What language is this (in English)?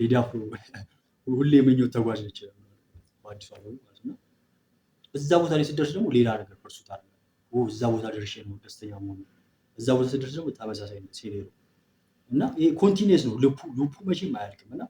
Amharic